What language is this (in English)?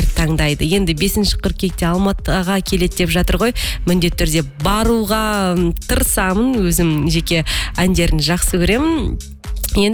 Kazakh